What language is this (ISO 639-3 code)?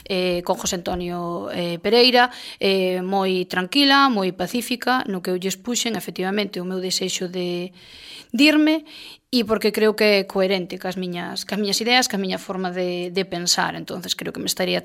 glg